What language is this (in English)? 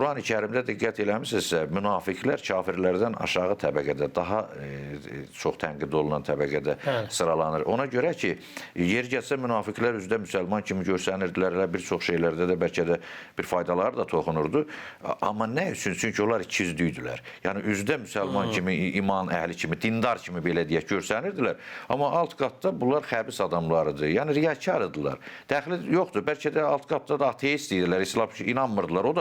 Azerbaijani